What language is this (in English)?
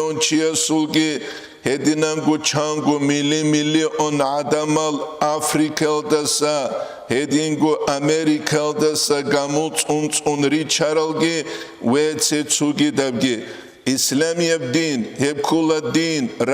Avaric